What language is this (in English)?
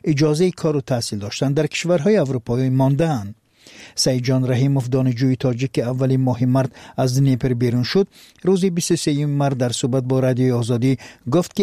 Persian